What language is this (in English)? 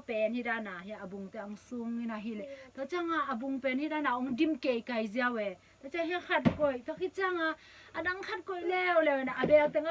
Tedim Chin